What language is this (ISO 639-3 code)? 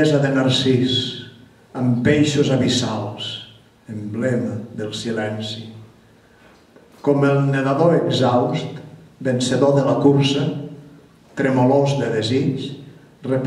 cat